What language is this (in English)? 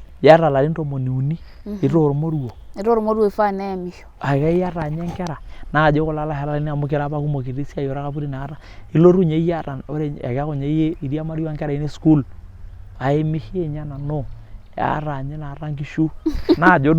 Masai